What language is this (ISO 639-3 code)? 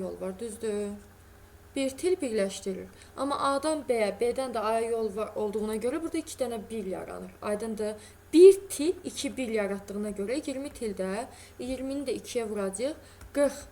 aze